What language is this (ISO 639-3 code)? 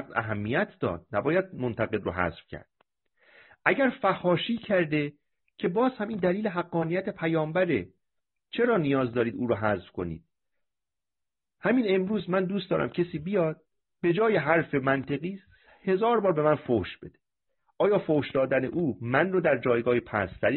fas